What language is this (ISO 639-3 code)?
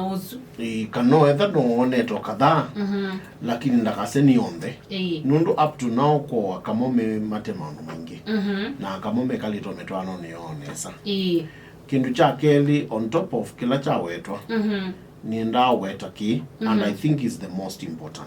kam